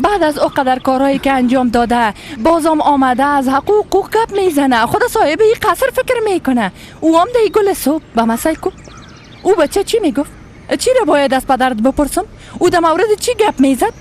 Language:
Persian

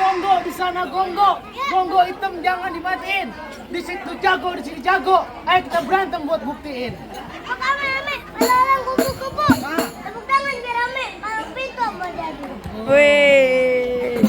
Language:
Betawi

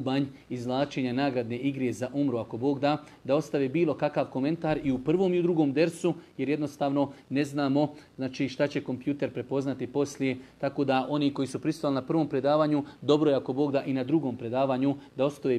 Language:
Bosnian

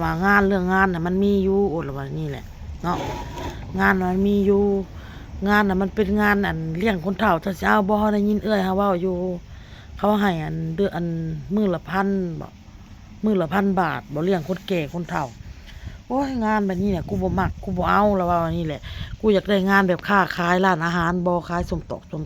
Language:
Northeastern Thai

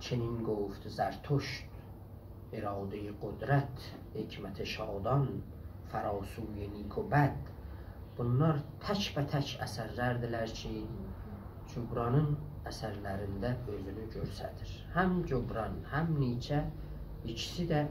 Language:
South Azerbaijani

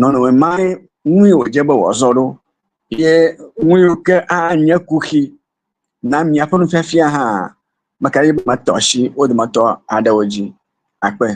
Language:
Ewe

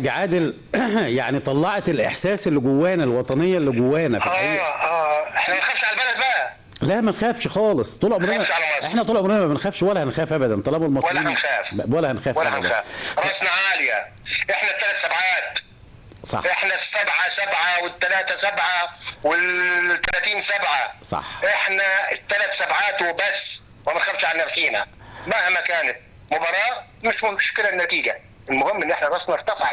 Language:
Egyptian Arabic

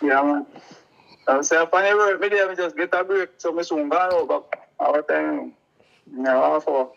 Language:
Jamaican Creole English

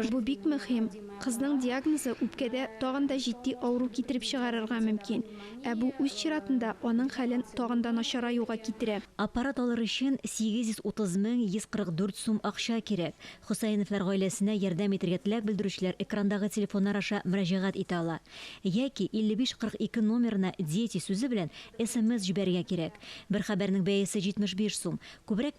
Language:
Tatar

